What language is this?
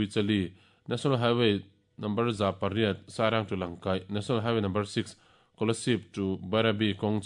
Mizo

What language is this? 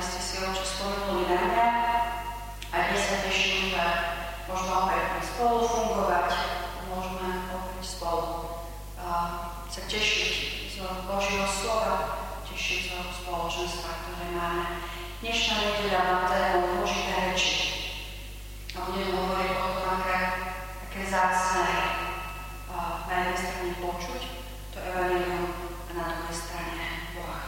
Slovak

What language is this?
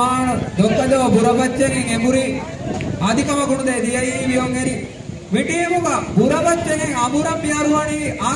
Divehi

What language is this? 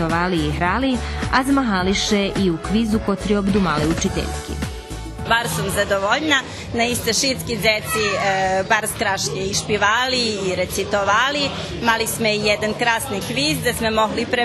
Rusyn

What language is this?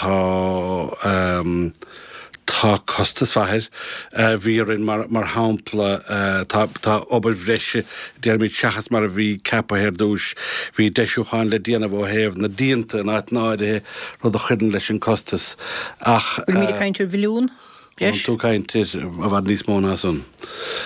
Irish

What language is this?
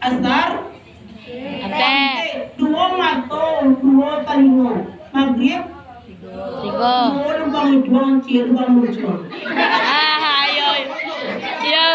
Minangkabau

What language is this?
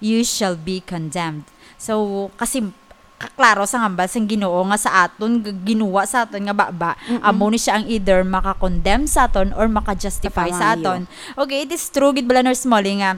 Hiligaynon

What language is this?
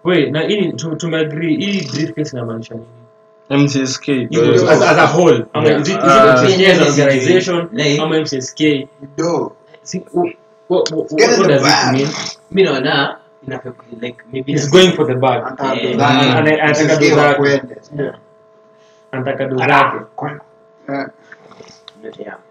Swahili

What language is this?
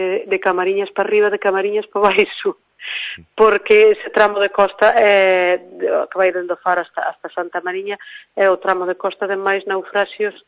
Galician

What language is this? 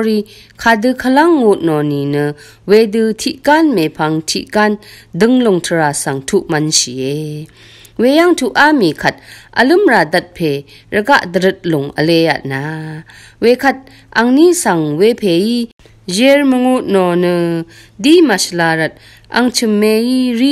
Rawang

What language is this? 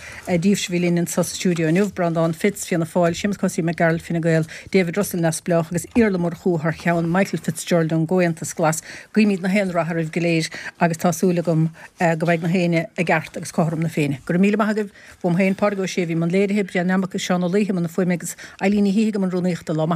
Irish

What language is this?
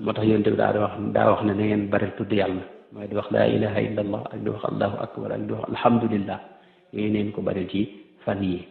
Wolof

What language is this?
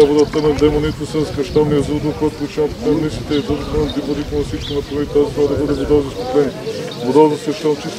Bulgarian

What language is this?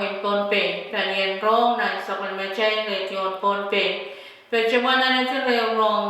Pohnpeian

